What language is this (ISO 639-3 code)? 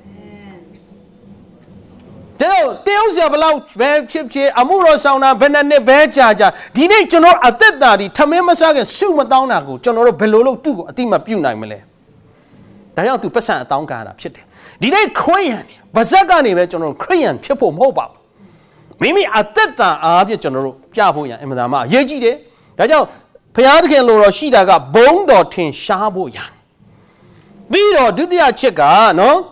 mya